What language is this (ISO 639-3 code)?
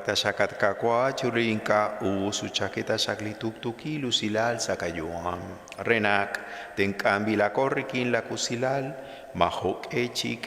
kek